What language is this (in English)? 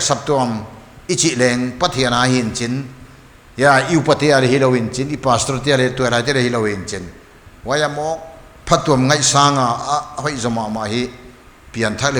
Paite Chin